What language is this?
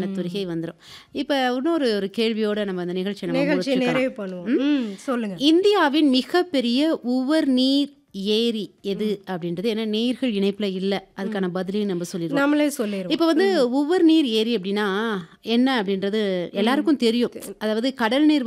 Tamil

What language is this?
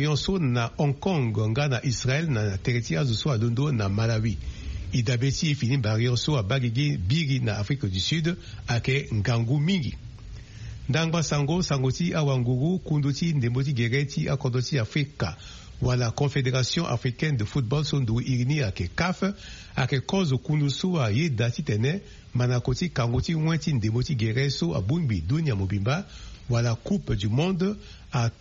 Sango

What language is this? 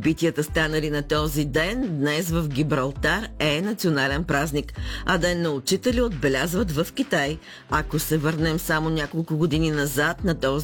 Bulgarian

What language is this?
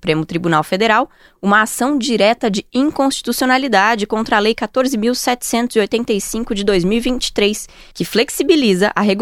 Portuguese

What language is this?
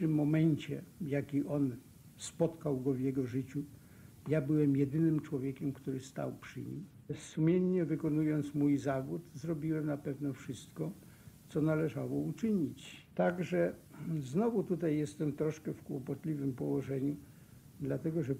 Polish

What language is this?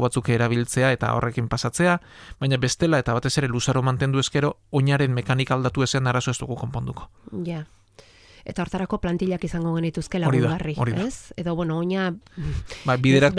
Basque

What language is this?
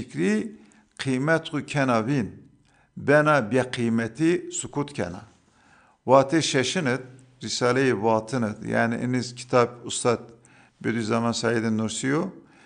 Zaza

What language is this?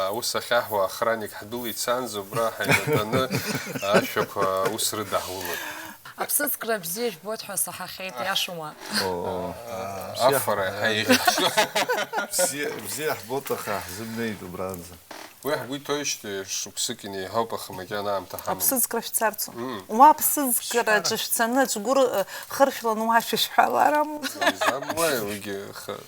Abkhazian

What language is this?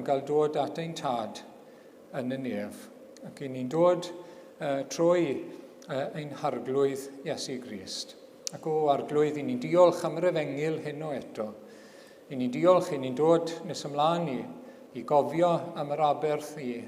Welsh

